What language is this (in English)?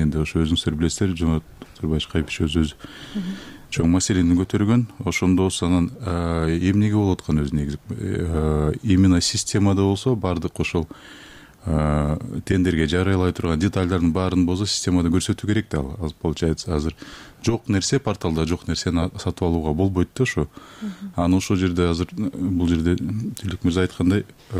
Kyrgyz